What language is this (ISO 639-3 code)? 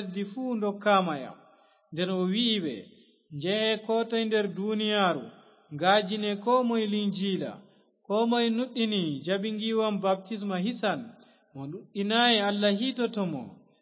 ful